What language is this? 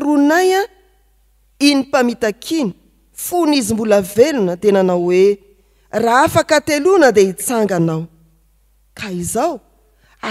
Malagasy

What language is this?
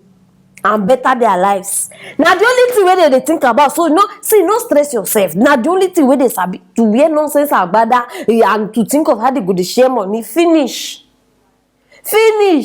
Nigerian Pidgin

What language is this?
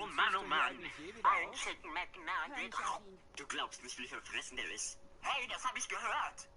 Bavarian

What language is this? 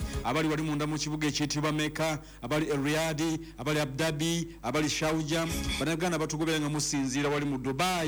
Ganda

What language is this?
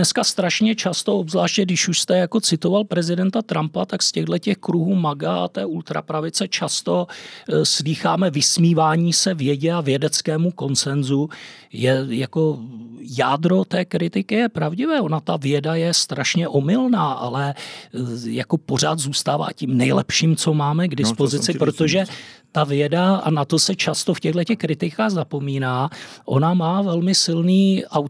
Czech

